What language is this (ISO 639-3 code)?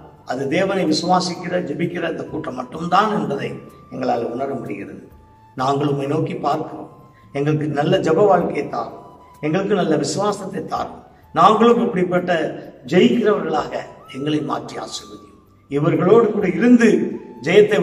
tam